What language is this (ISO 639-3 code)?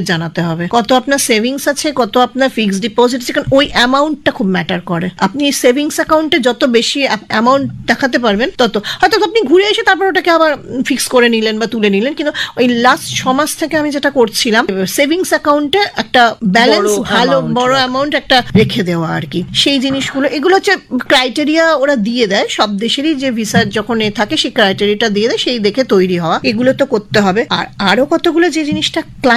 ben